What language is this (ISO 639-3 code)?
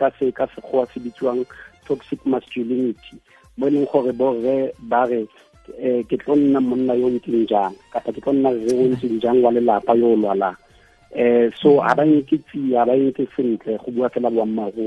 tsn